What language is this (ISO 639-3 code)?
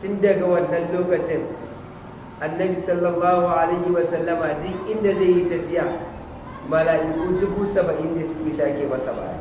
hau